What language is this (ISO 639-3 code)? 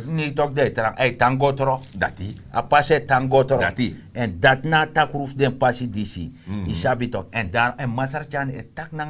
srn